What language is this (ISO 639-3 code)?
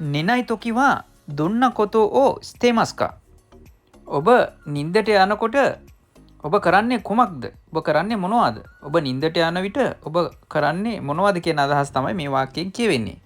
sin